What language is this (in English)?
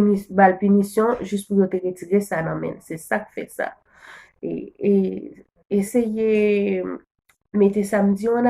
Haitian Creole